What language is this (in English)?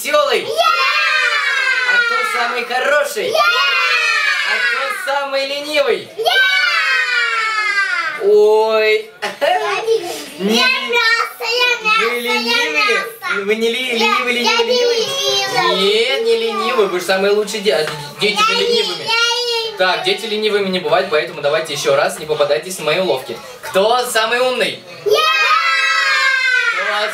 Russian